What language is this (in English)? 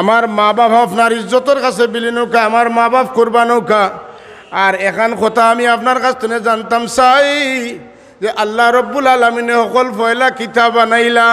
Sylheti